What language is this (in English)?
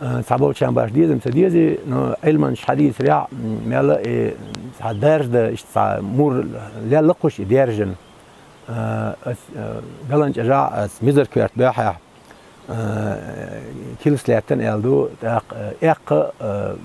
Chechen